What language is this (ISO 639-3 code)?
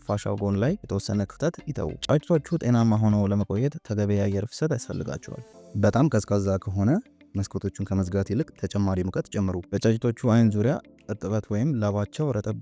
amh